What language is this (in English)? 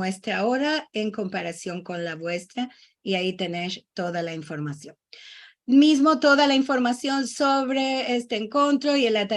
Ladino